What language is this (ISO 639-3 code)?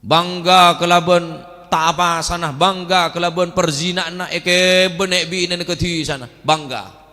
mad